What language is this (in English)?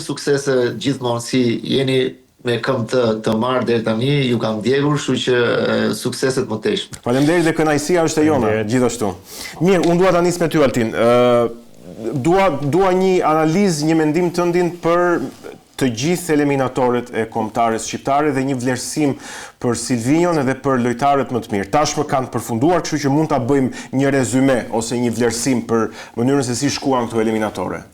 Albanian